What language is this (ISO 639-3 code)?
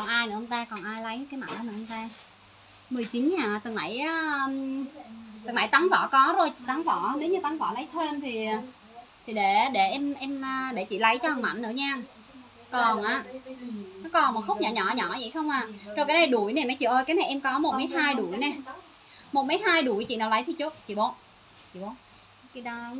vie